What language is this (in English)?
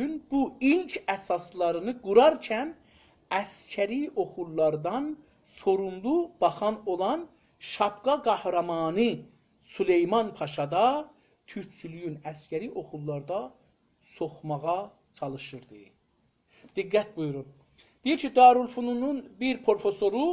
South Azerbaijani